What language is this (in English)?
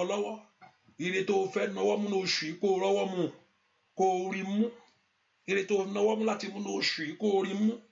Yoruba